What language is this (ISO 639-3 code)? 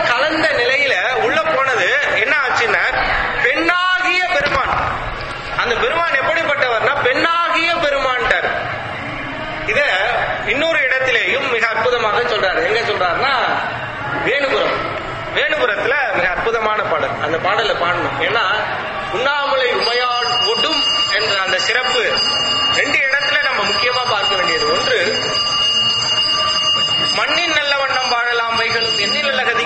tam